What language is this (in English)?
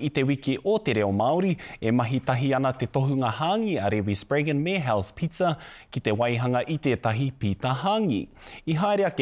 Māori